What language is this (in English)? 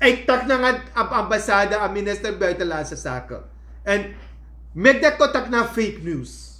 Sranan Tongo